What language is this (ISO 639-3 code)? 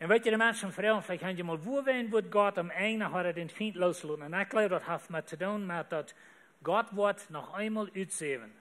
pdt